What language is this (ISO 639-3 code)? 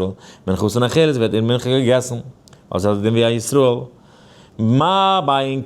yid